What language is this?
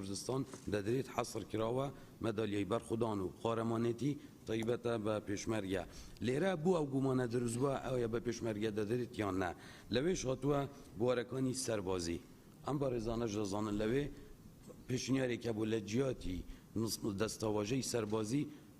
Central Kurdish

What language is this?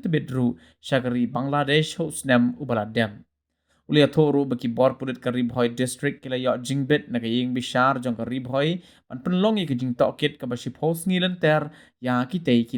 Khasi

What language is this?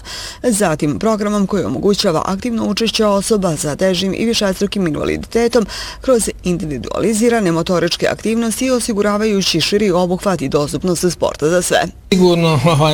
Bosnian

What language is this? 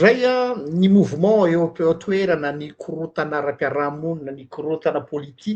Malagasy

